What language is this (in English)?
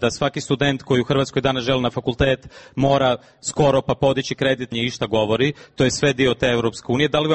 Croatian